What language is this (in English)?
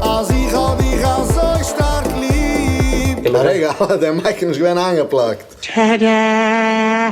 Yiddish